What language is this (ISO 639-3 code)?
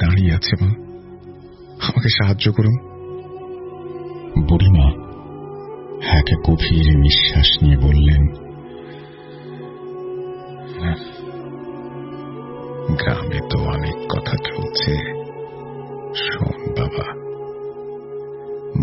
ben